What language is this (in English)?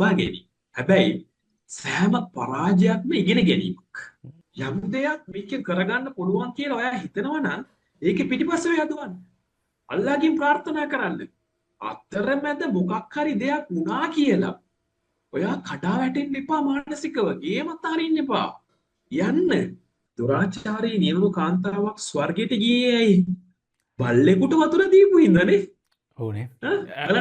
Sinhala